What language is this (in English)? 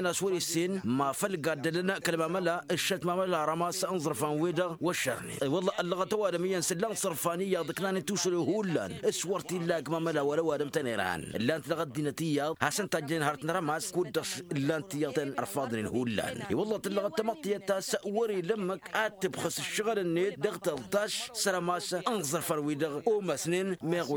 Tamasheq